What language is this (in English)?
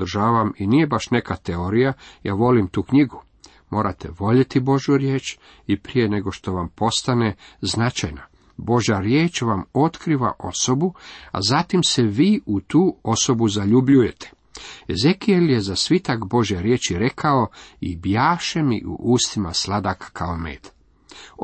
Croatian